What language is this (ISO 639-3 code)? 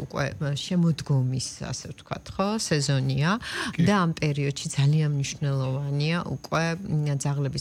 kat